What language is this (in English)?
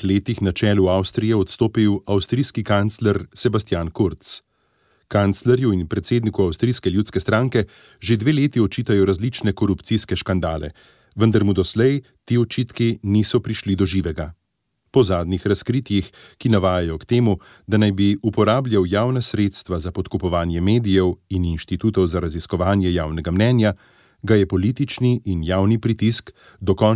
Slovenian